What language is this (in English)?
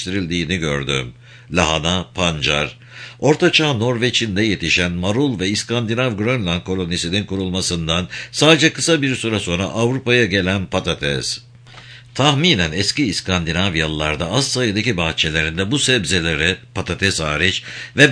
Turkish